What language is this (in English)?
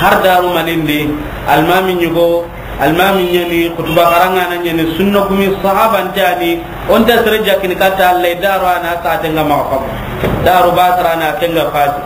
Soninke